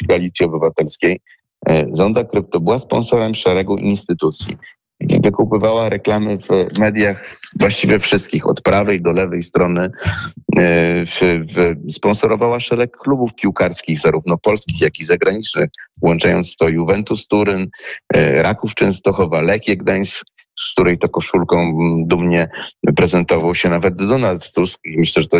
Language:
Polish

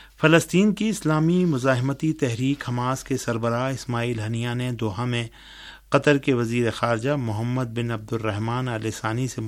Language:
Urdu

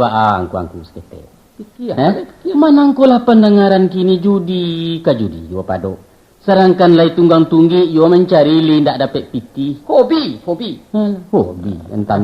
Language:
Minangkabau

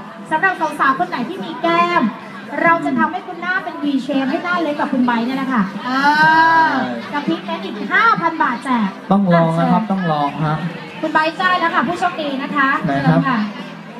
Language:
Thai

